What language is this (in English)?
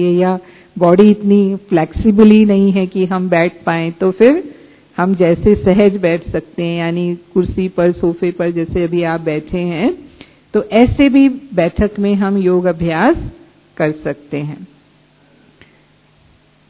Hindi